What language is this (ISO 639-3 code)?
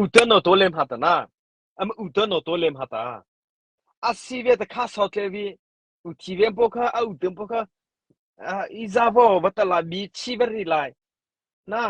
mrh